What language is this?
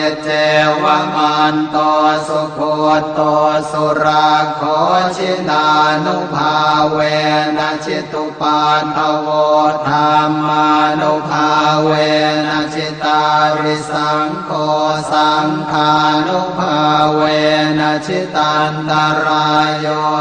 Pali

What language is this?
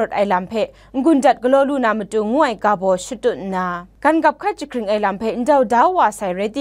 Kachin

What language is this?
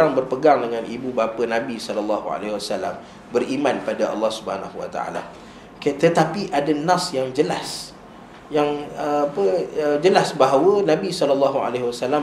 Malay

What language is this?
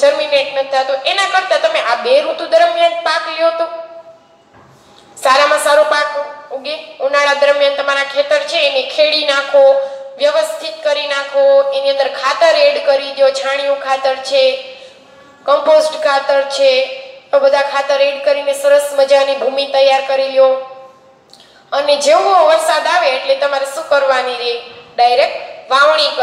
Gujarati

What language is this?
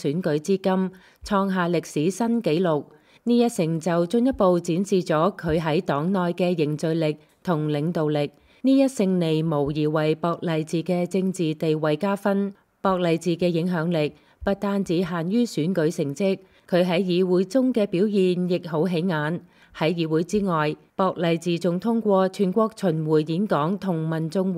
Cantonese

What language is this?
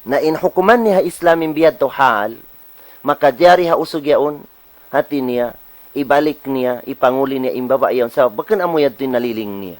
Tausug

